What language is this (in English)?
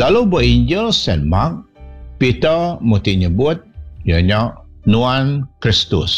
Iban